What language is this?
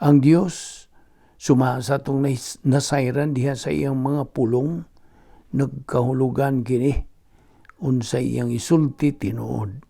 Cebuano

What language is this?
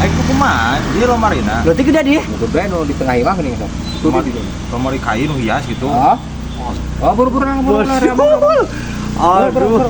Sundanese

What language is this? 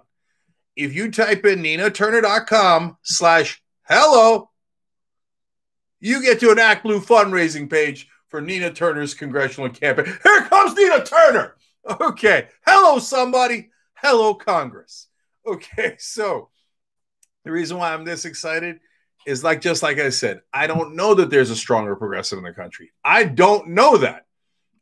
English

